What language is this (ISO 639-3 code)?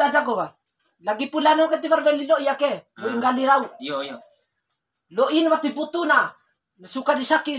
bhp